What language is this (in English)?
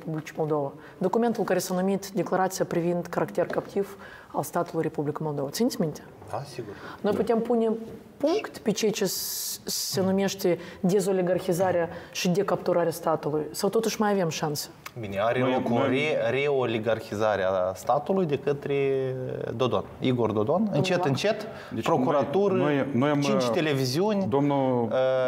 Romanian